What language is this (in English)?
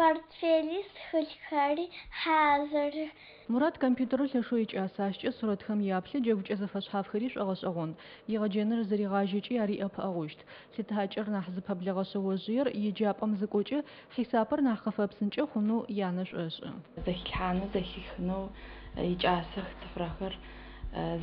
Adyghe